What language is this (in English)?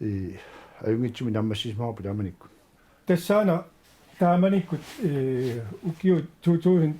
Kalaallisut